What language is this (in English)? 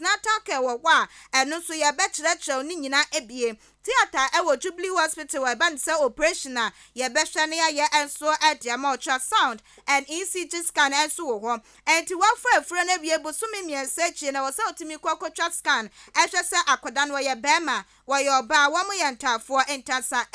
Akan